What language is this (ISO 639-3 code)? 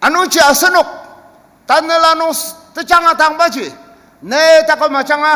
njo